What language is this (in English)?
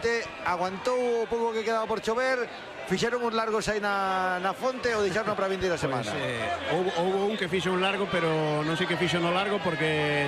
Galician